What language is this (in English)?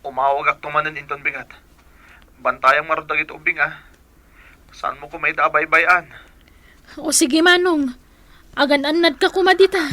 Iloko